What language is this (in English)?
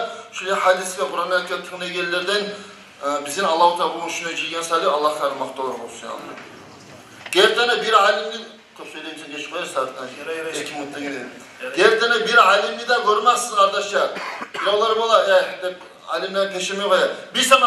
Kumyk